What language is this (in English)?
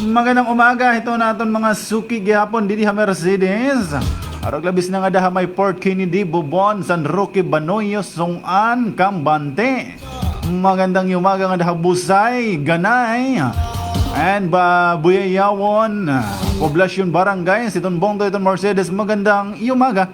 Waray